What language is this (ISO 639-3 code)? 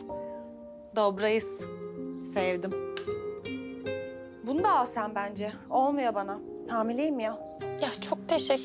tur